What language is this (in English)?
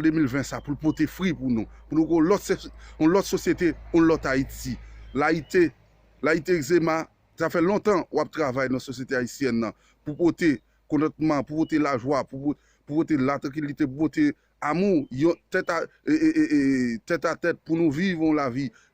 Haitian Creole